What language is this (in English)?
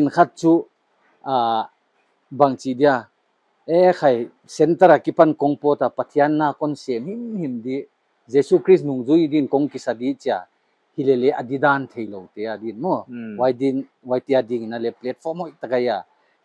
Paite Chin